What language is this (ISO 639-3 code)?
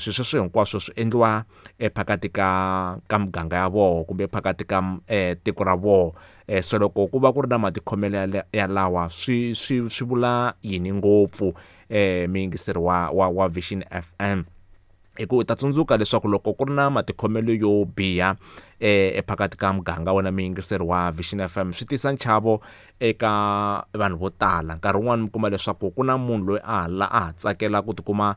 tso